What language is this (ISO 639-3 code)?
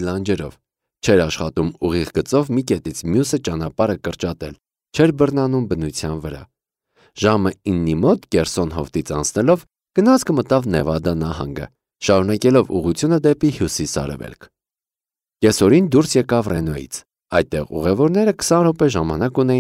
hye